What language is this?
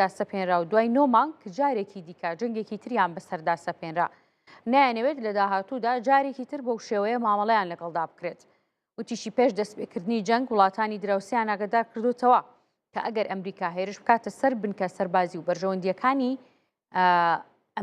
Central Kurdish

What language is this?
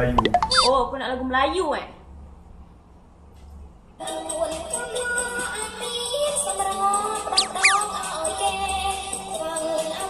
Malay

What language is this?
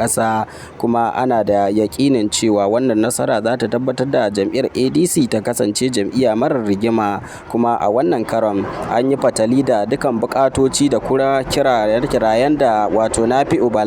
Hausa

